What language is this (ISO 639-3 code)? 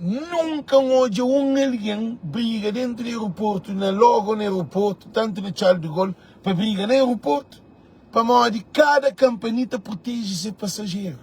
kea